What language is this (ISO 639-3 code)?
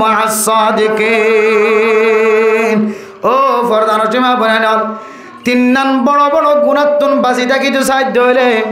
rhg